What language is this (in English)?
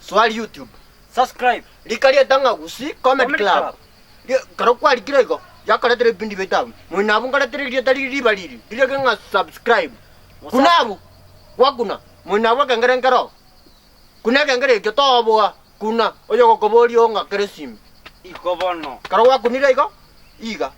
Gusii